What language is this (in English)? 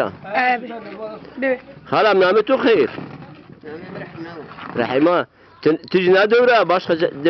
Zaza